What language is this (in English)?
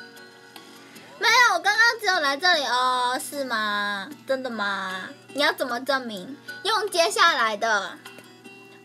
Chinese